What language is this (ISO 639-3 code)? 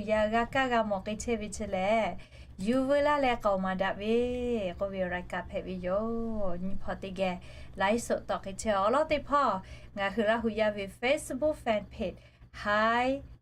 lhu